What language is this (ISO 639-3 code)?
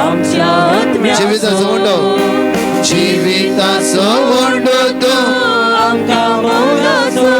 kok